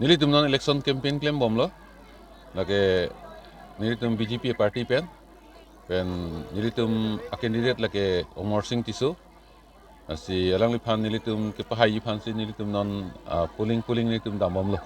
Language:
Karbi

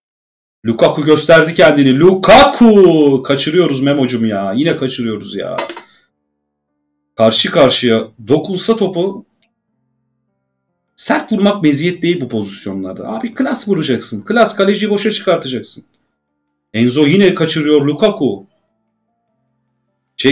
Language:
Turkish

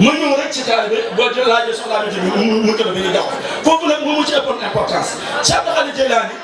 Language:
Wolof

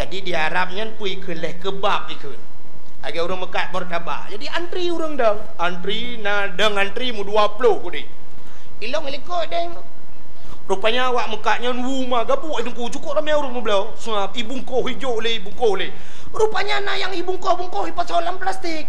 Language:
Achinese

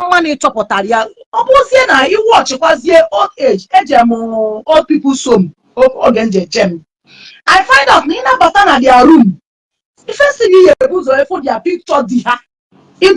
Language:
Igbo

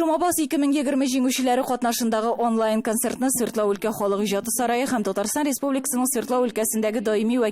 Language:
Tatar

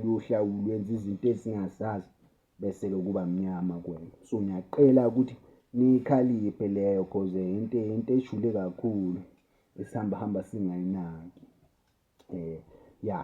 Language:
Zulu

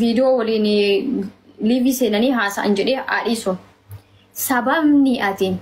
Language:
Oromo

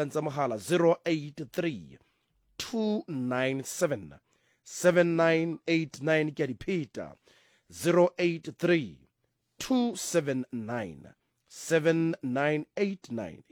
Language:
Southern Sotho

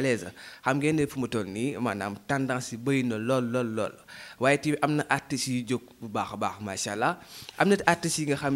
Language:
Wolof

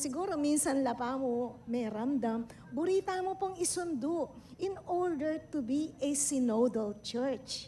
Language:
Pampanga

